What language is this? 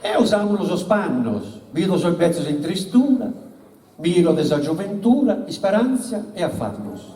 Sardinian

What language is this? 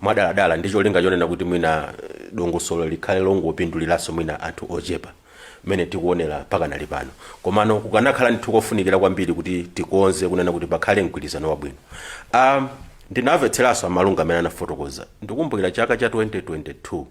Nyanja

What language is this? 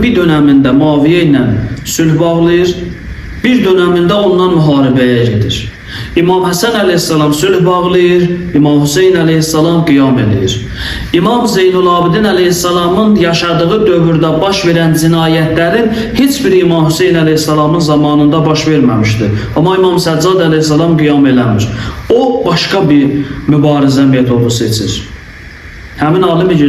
Azerbaijani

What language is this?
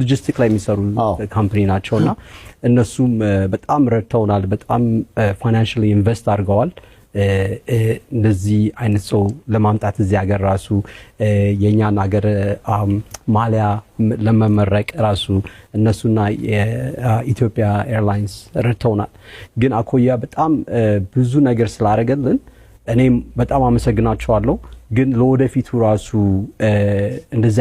Amharic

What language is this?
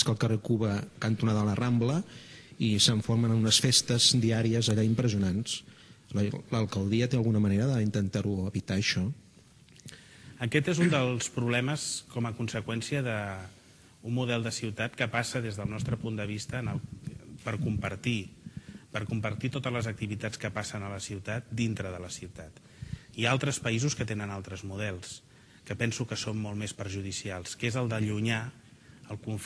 Catalan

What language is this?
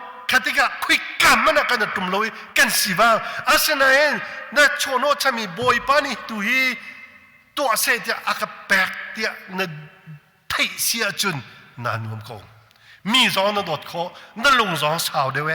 Hakha Chin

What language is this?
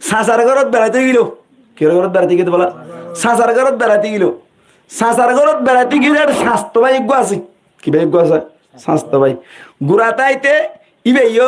Rohingya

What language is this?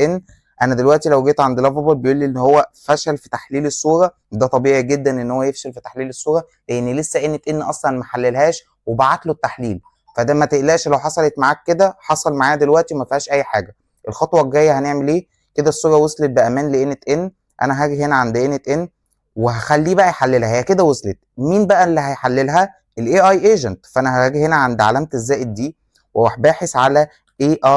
Egyptian Arabic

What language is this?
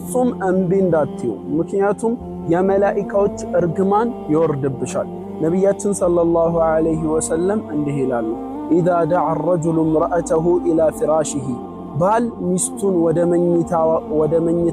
Amharic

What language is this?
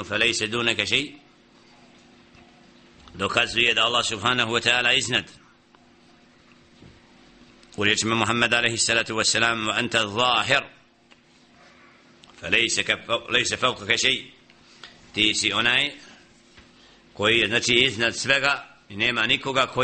Bosnian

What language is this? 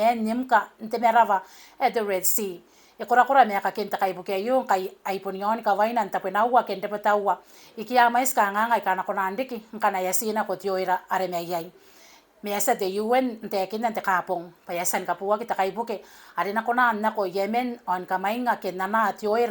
Gilbertese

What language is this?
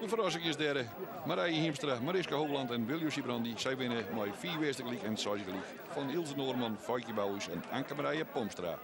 Western Frisian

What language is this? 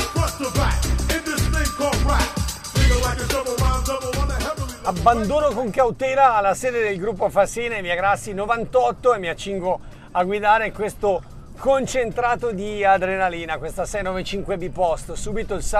Italian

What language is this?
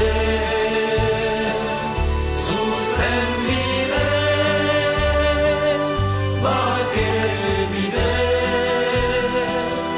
Basque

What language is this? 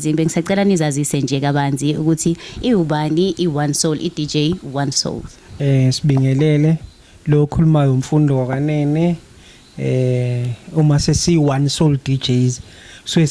Zulu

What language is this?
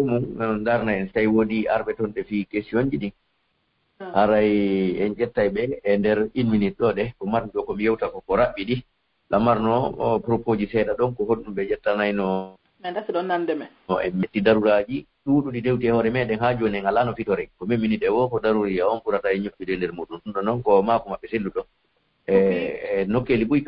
Pular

